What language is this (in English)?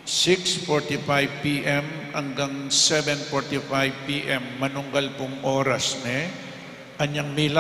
Pampanga